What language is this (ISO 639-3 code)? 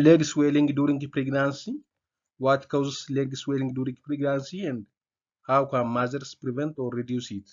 eng